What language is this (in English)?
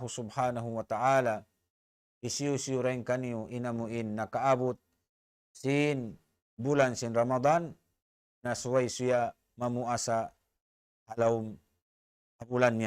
Tausug